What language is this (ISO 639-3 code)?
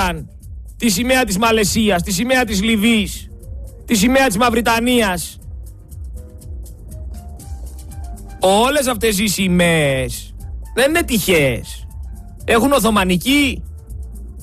ell